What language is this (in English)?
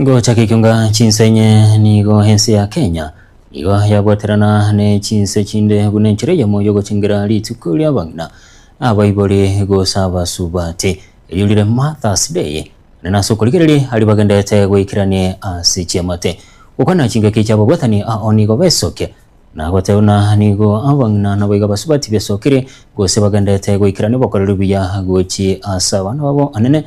Gusii